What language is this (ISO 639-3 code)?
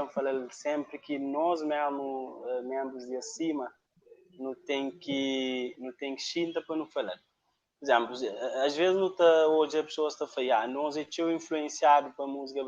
kea